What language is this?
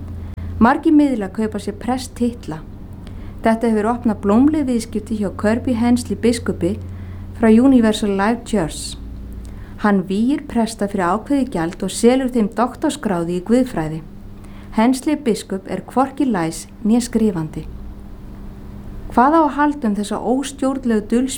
Icelandic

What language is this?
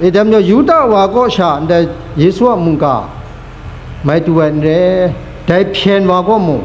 Kachin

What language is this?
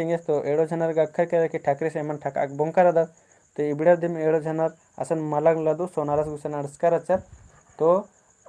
Kurukh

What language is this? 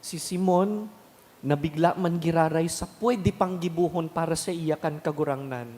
Bikol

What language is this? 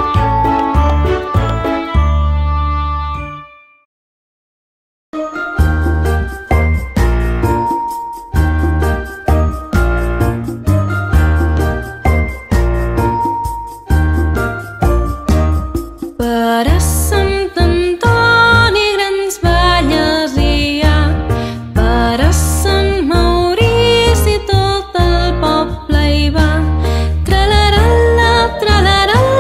Catalan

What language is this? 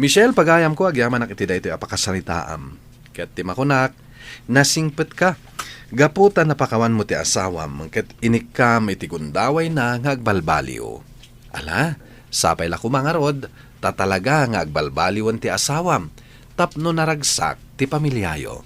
Iloko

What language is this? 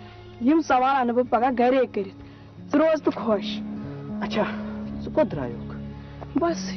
Kashmiri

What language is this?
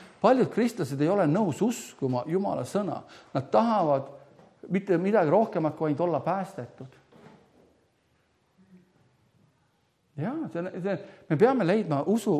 Estonian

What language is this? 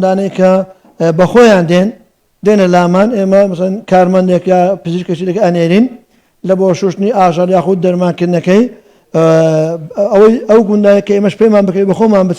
Central Kurdish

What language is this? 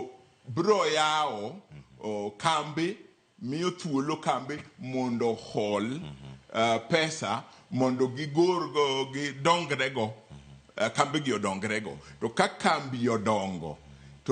Luo (Kenya and Tanzania)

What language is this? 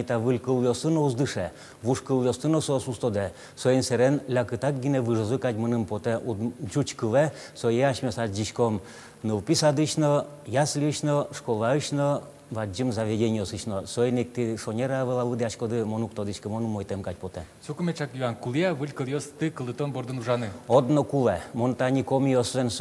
Udmurt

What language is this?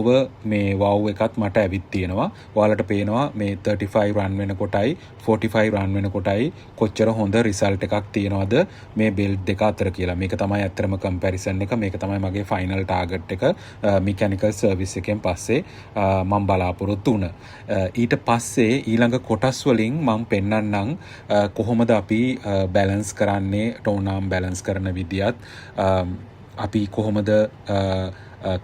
Sinhala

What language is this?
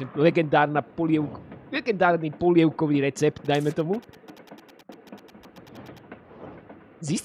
Slovak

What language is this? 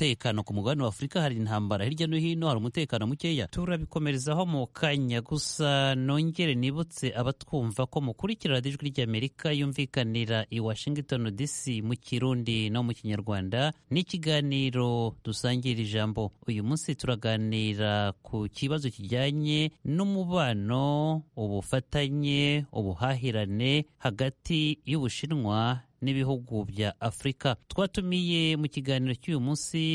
Kinyarwanda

